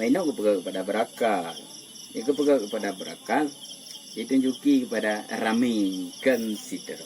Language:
Achinese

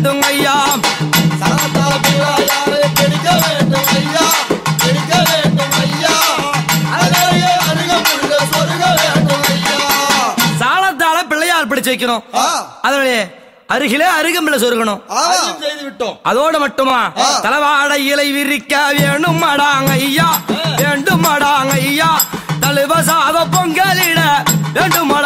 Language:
Tamil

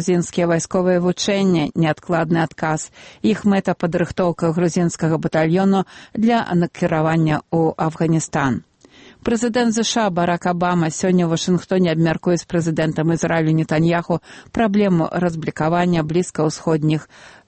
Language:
Belarusian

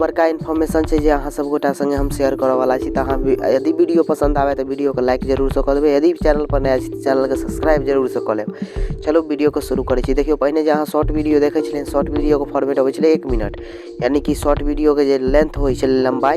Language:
Maithili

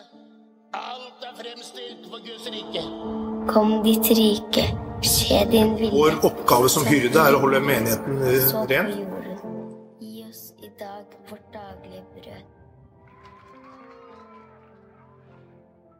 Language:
Norwegian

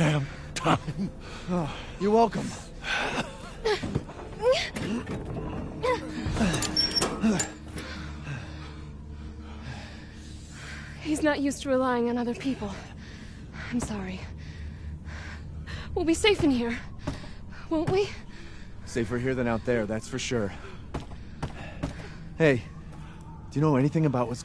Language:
English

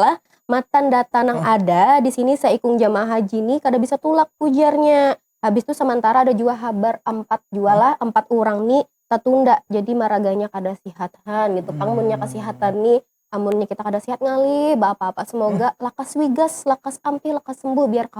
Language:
Banjar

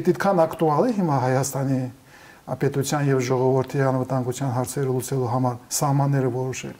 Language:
Armenian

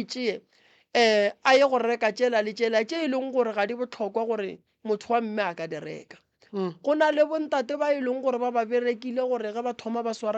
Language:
Northern Sotho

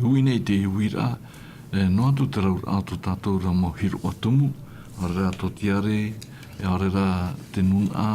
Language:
Tahitian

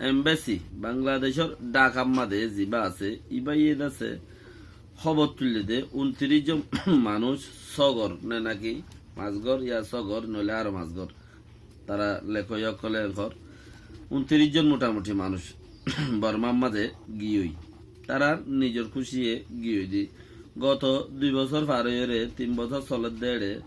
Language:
Rohingya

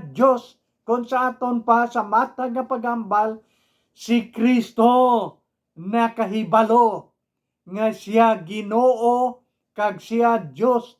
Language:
Hiligaynon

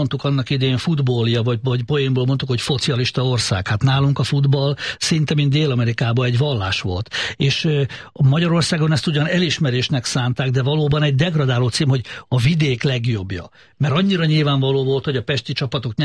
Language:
Hungarian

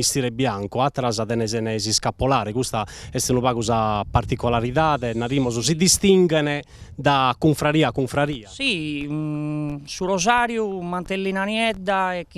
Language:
Sardinian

